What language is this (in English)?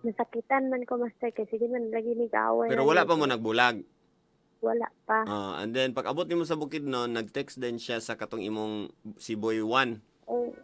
Cebuano